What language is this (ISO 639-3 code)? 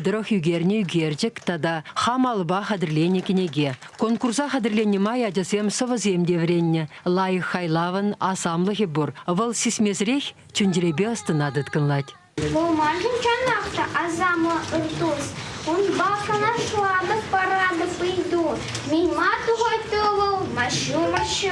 chv